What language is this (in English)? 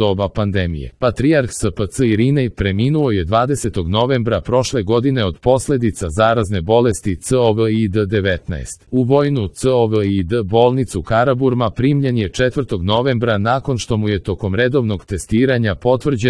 Serbian